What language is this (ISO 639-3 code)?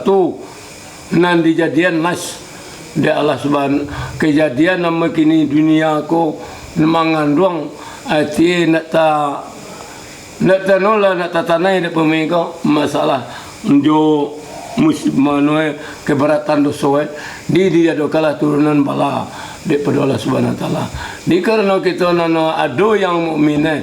min